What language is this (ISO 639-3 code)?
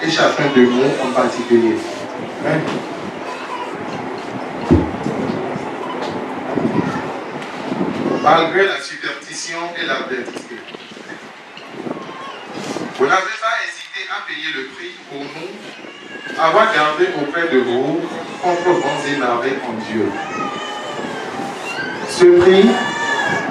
fra